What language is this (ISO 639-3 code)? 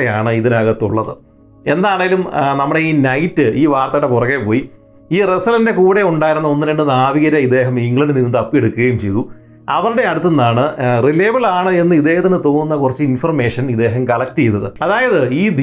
mal